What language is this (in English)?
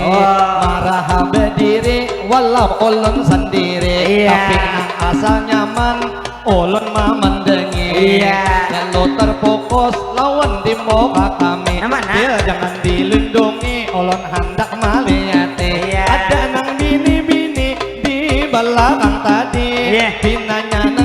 Banjar